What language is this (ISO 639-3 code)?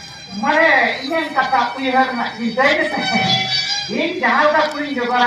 sat